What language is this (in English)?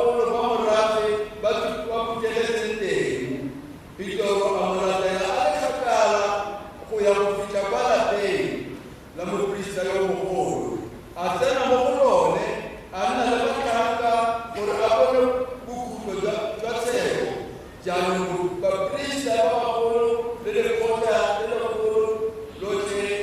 Tswana